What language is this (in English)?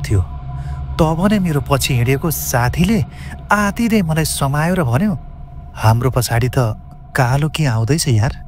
Nepali